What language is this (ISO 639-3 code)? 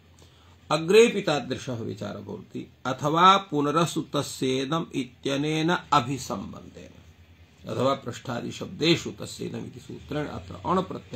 san